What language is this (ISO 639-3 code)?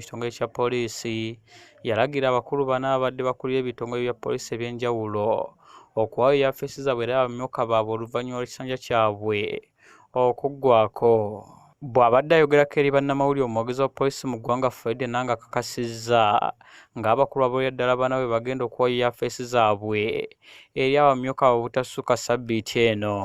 lug